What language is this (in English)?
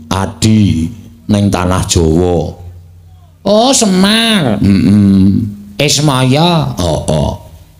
Javanese